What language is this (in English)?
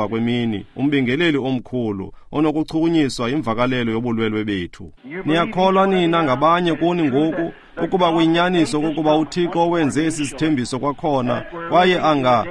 Xhosa